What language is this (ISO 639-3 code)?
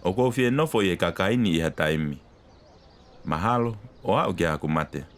ton